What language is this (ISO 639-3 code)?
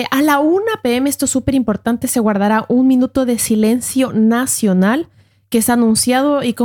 spa